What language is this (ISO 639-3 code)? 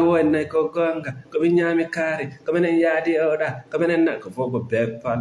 ful